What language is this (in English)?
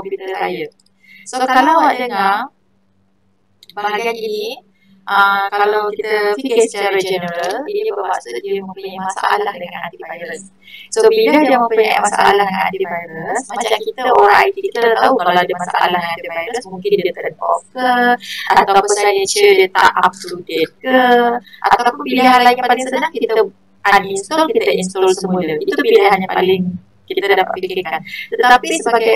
Malay